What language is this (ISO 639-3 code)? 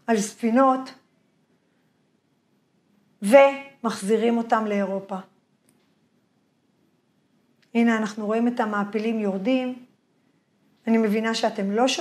heb